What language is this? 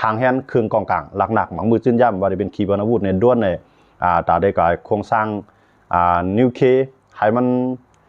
Shan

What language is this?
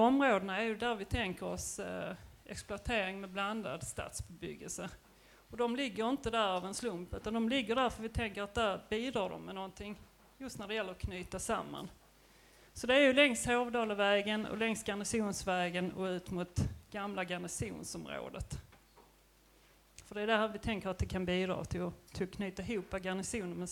Swedish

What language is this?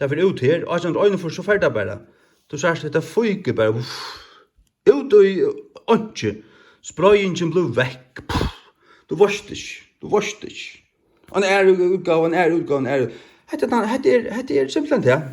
Faroese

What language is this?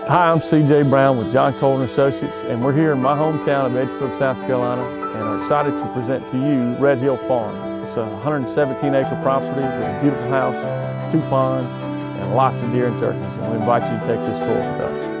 English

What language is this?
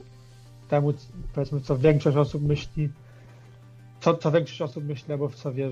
Polish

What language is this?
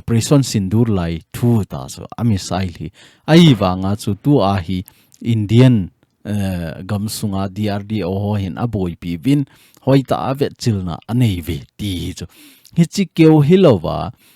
Thado Chin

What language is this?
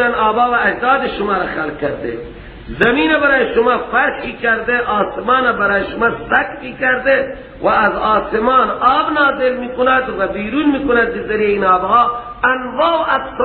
Persian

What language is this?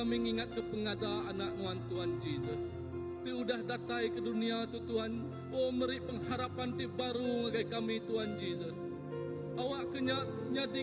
Iban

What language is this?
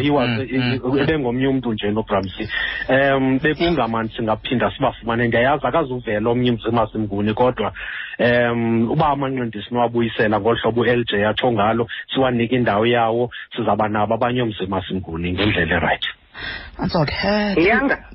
Xhosa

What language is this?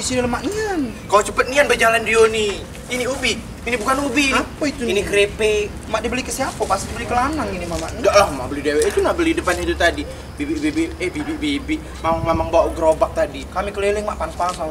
Musi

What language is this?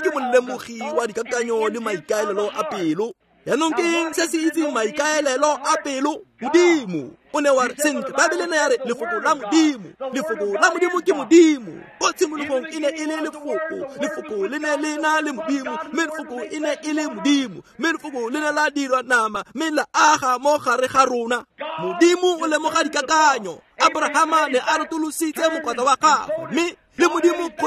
Tswana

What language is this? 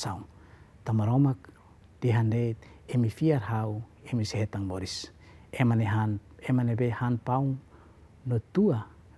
Tetum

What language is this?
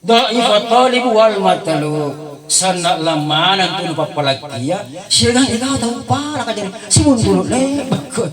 Makasar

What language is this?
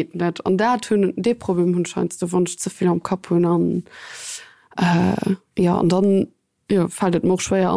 Luxembourgish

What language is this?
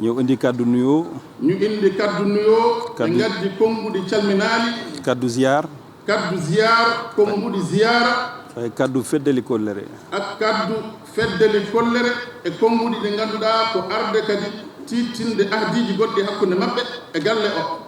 Fula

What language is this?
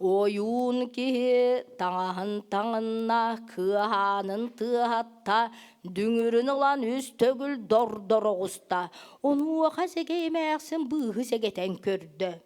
Yakut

